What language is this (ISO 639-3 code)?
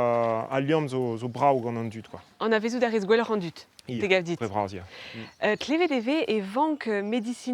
bre